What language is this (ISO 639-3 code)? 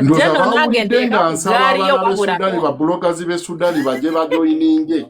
lug